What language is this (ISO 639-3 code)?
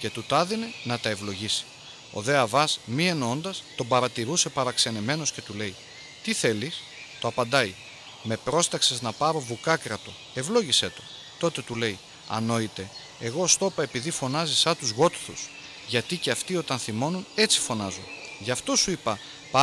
ell